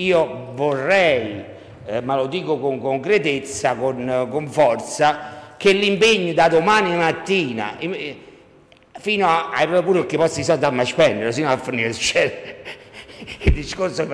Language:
Italian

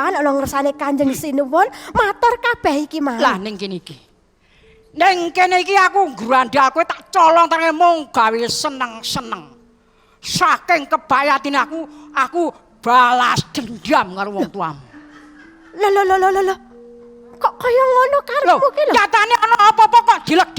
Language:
Javanese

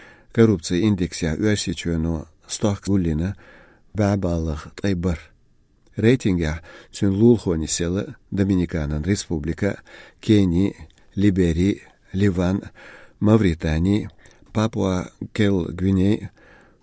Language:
Chechen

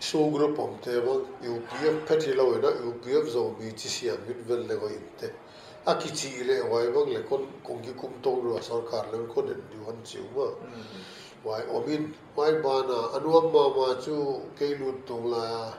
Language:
Paite Chin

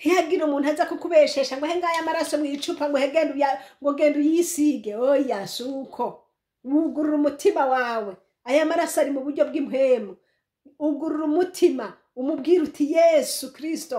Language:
Rundi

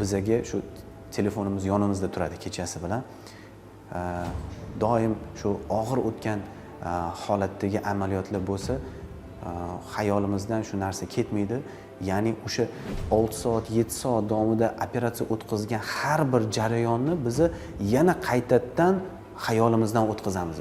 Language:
Uzbek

